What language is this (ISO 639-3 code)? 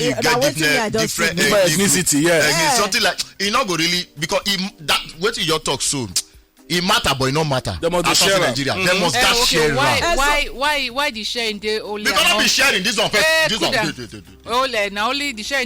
pcm